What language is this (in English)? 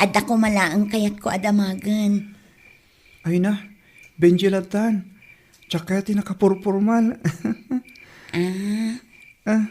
Iloko